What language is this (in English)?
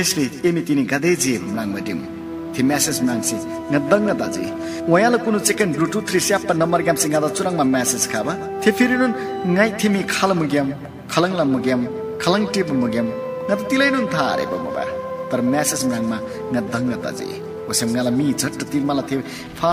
Eastern Tamang